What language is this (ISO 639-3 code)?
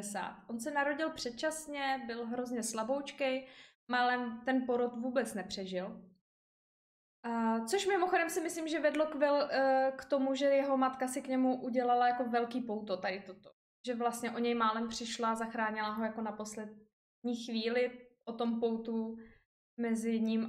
ces